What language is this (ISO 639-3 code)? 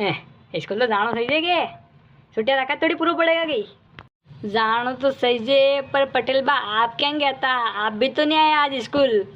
raj